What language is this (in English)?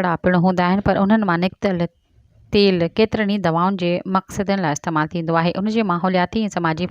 Sindhi